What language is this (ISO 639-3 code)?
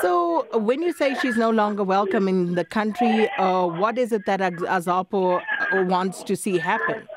eng